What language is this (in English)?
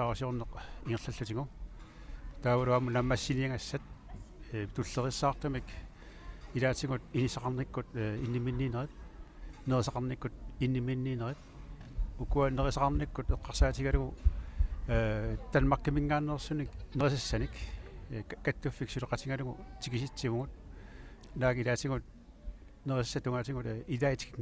Kalaallisut